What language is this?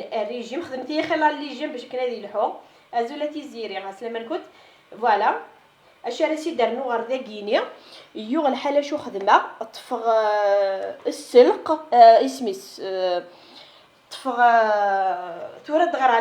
Kabyle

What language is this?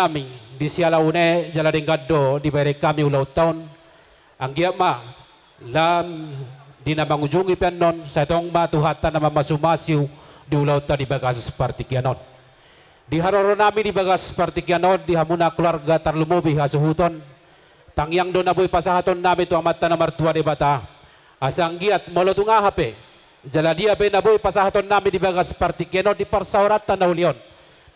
Batak Toba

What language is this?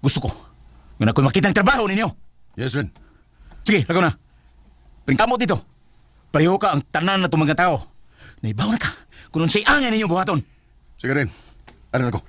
Cebuano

